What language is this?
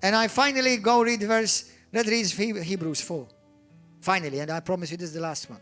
English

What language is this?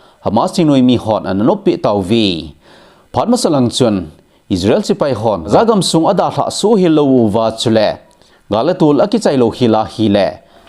Thado Chin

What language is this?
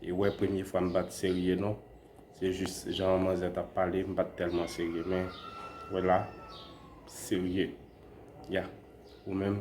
Haitian Creole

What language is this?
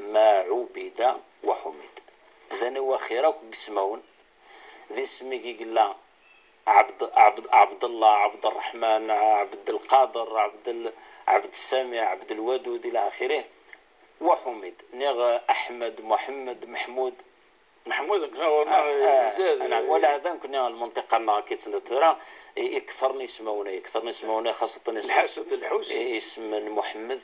Kabyle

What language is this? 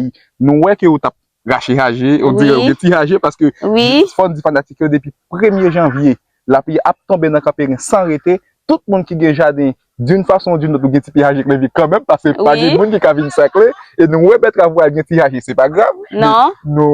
Haitian Creole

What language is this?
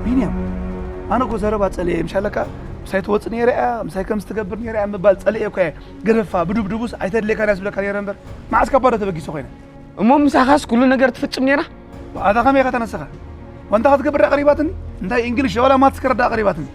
Tigrinya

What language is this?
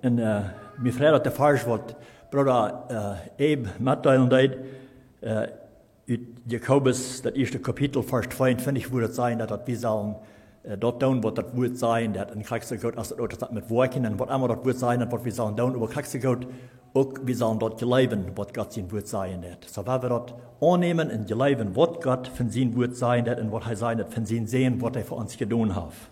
Plautdietsch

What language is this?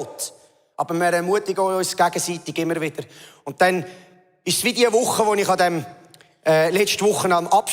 Swiss German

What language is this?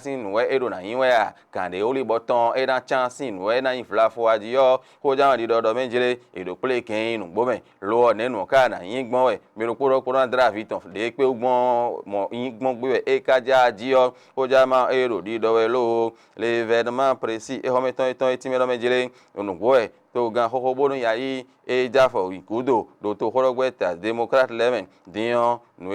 Fon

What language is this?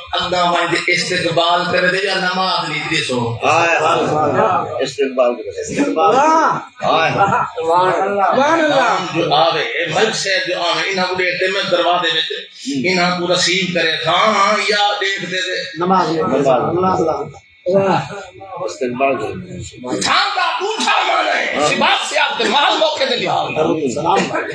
Saraiki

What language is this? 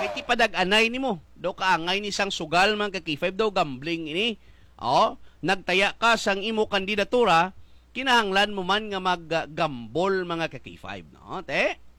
Hiligaynon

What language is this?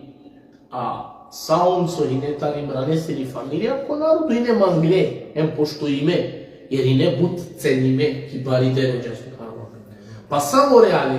Balkan Romani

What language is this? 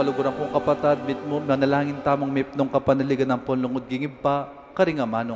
Pampanga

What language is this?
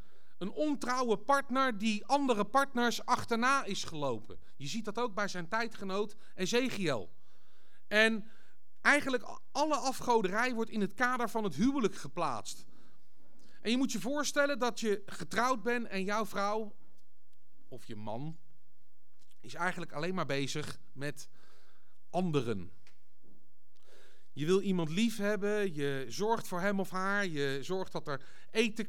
Dutch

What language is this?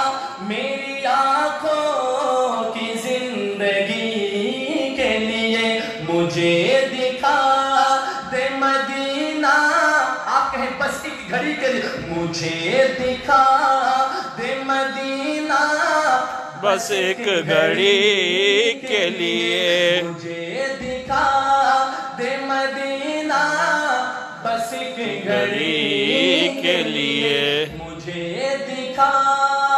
Urdu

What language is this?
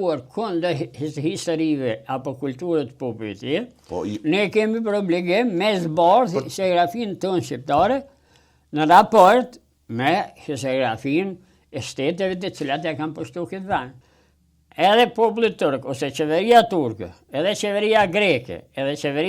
Albanian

